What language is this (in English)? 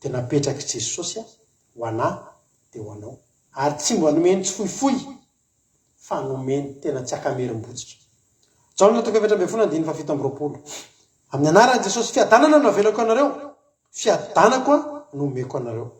Malagasy